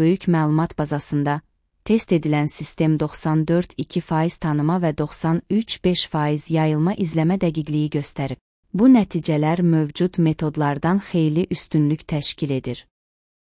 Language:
Azerbaijani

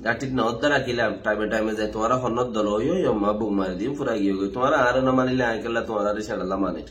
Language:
Rohingya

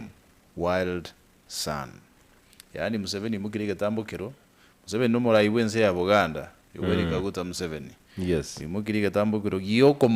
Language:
Gusii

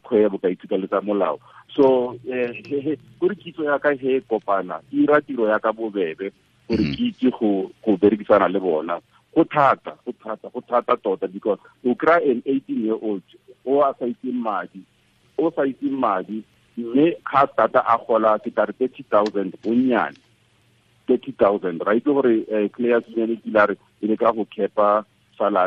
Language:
Tswana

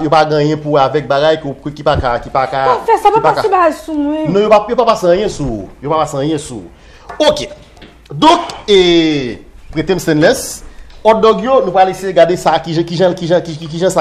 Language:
Haitian Creole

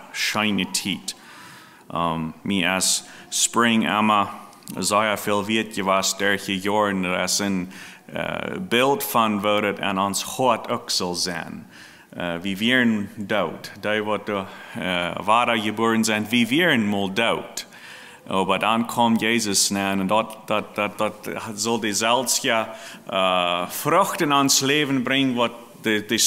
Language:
Plautdietsch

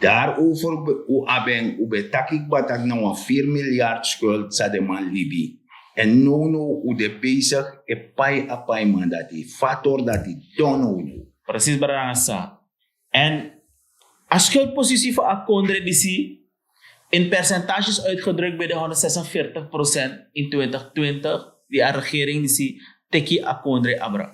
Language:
Sranan Tongo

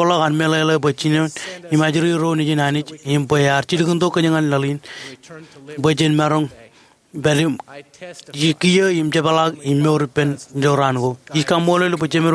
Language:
Marshallese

